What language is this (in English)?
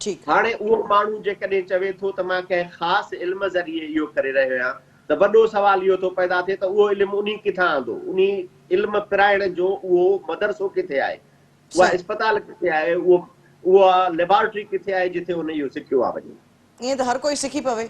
Sindhi